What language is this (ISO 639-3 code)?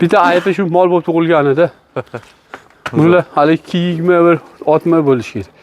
uzb